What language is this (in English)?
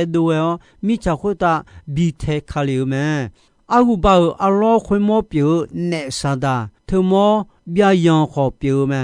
Akha